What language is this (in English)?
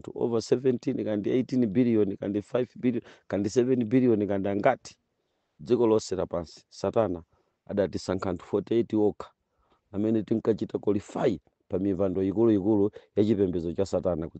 Nyanja